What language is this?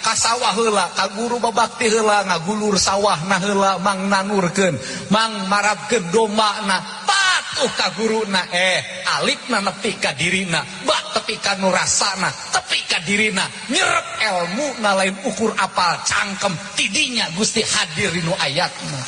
Sundanese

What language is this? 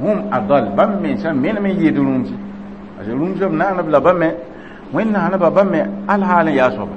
Mossi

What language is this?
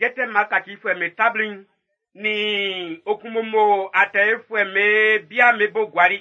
Baoulé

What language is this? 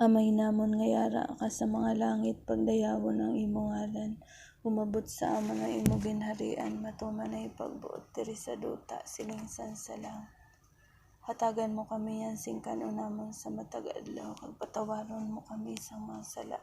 Hiligaynon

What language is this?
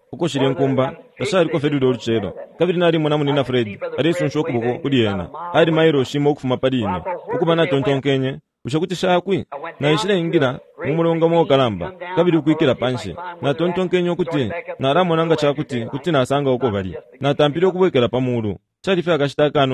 Bemba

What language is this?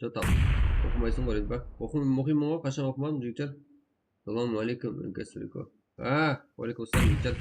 Kara-Kalpak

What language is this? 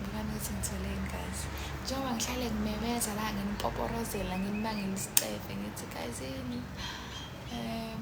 Zulu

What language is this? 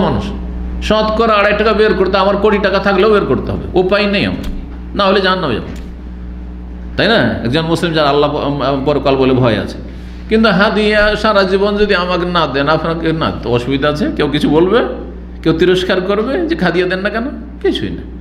Bangla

